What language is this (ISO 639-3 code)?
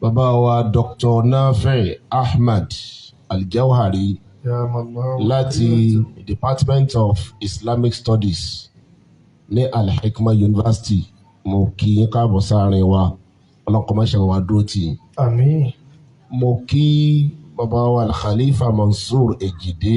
yor